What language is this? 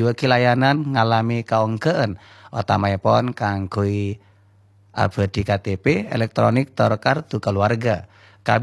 Madurese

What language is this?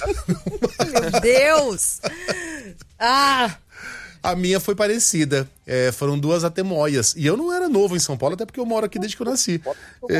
Portuguese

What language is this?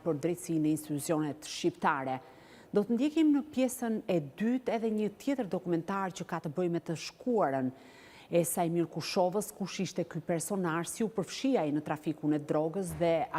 Albanian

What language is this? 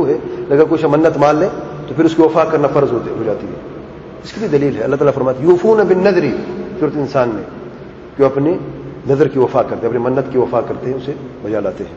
Urdu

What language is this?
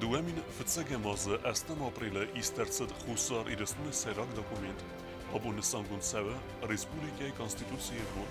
Ossetic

